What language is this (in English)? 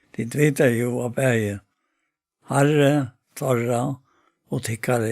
Faroese